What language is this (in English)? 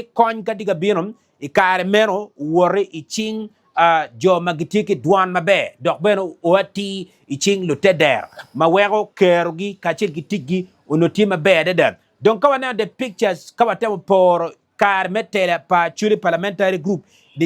Acoli